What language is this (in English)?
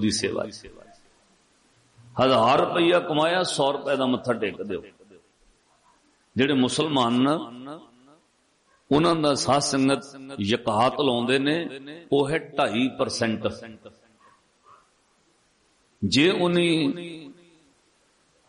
Punjabi